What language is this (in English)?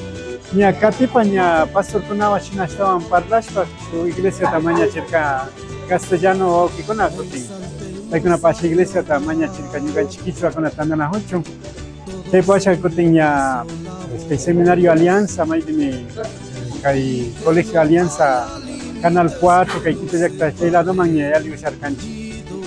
Imbabura Highland Quichua